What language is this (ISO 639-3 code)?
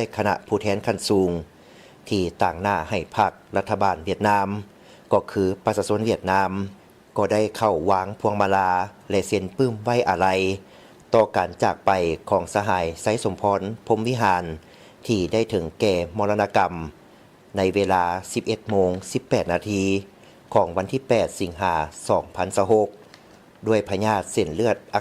lao